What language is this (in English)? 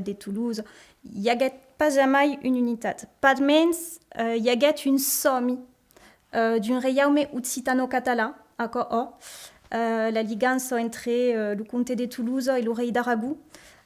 Occitan